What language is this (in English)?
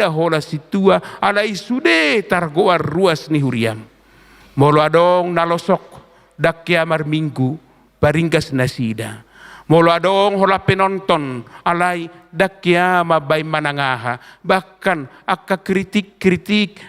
Batak Toba